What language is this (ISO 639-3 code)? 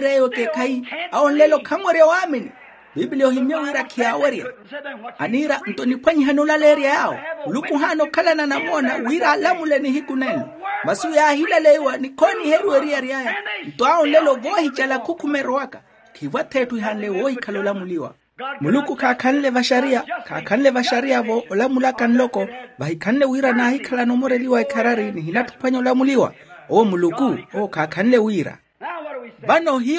vmw